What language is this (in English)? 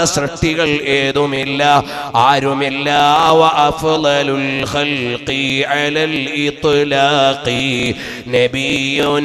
Malayalam